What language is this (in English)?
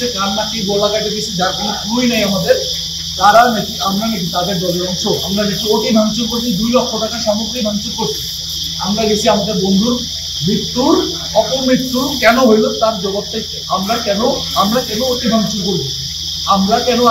Bangla